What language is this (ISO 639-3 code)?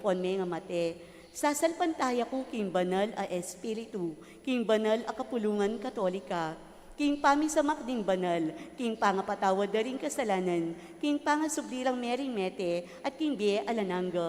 pam